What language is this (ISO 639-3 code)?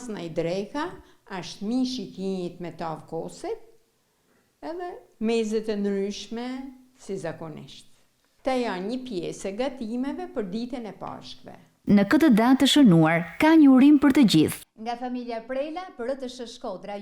sqi